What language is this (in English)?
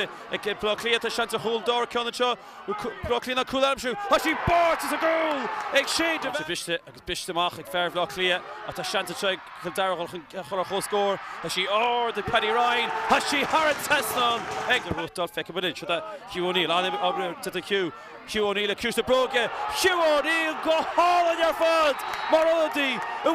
Irish